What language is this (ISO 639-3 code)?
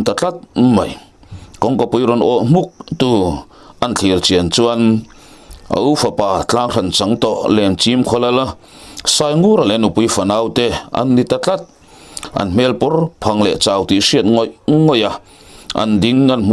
lus